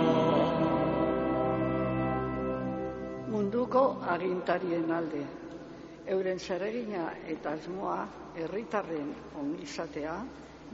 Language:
Basque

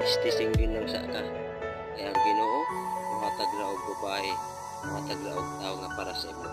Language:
Cebuano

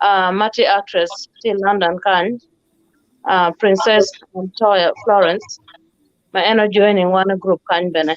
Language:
Acoli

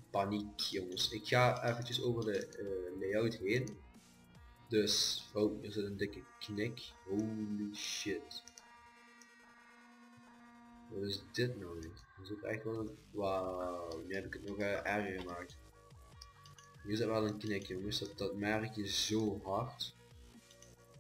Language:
Dutch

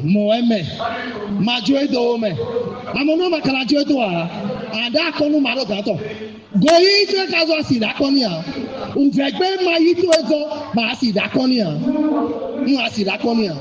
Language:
Fon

